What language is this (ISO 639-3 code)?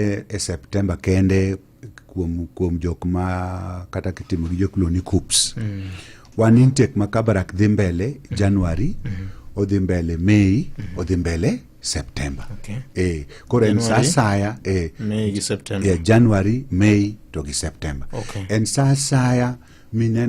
luo